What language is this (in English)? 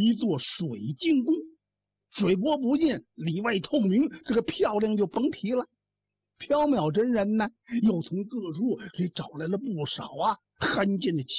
Chinese